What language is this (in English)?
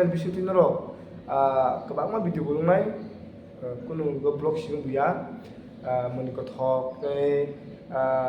Kok Borok